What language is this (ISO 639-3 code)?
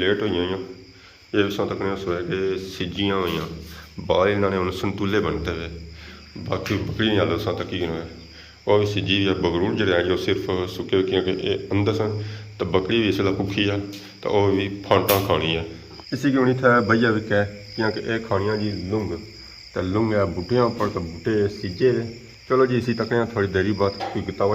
phr